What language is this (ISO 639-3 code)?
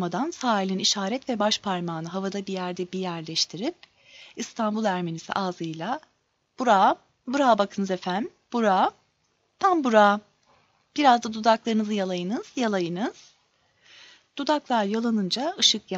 tur